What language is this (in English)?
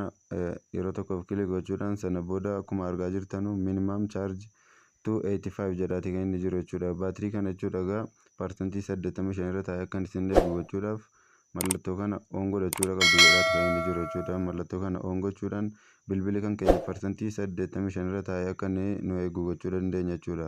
Oromo